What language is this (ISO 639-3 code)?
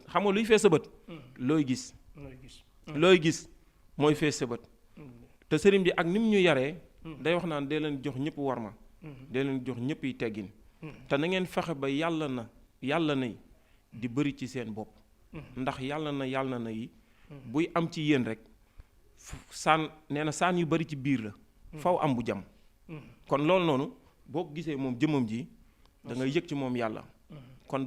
wol